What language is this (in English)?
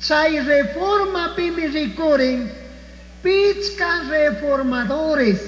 Chimborazo Highland Quichua